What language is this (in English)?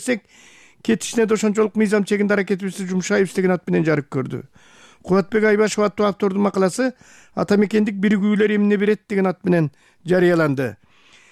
Kyrgyz